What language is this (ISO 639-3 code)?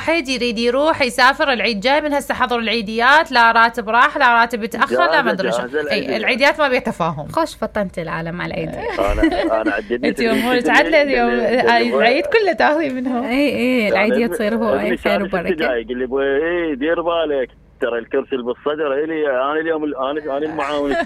acm